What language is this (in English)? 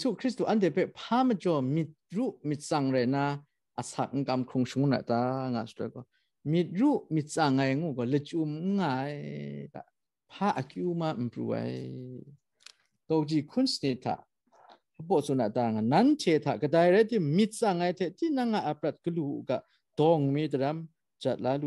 Kachin